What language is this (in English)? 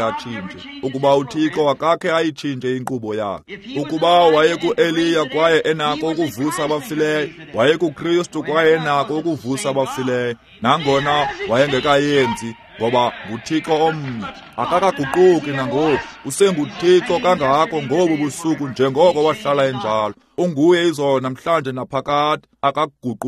Xhosa